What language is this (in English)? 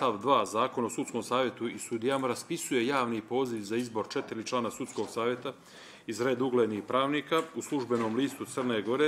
Bosnian